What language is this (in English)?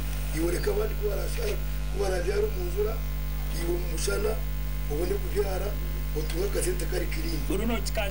Nyankole